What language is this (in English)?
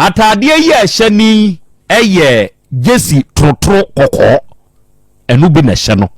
Akan